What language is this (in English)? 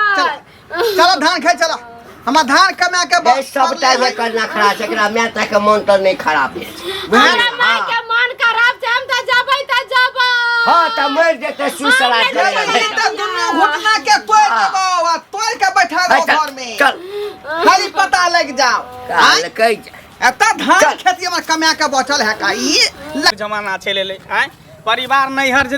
Maithili